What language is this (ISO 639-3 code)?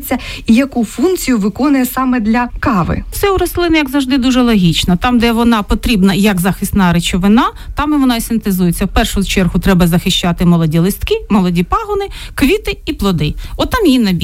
ukr